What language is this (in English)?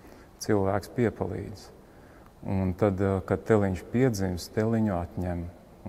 Latvian